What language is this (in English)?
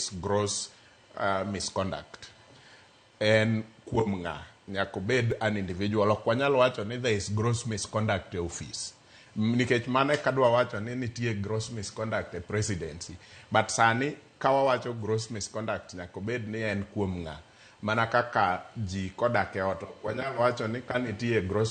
Luo (Kenya and Tanzania)